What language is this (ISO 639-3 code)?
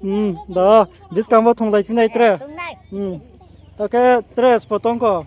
ria